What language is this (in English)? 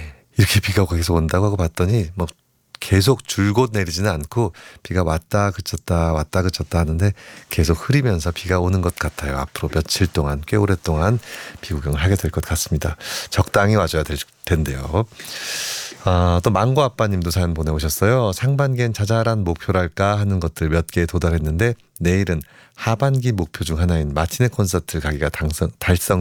Korean